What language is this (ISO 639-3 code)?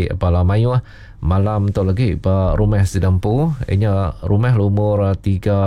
iba